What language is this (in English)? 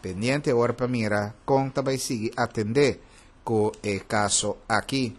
Papiamento